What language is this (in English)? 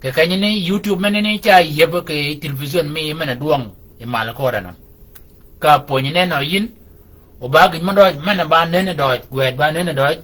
Shilluk